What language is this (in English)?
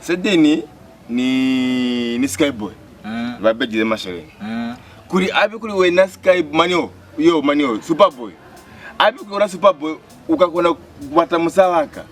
Lozi